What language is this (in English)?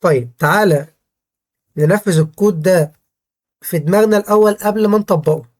Egyptian Arabic